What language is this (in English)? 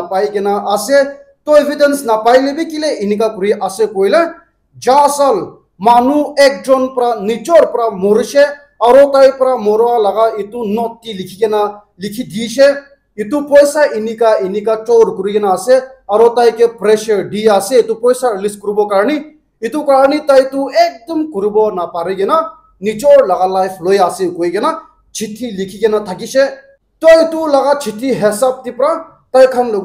Naga Pidgin